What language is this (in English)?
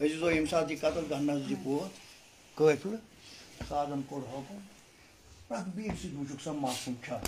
Kashmiri